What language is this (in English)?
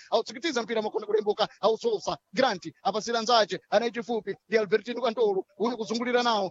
Sena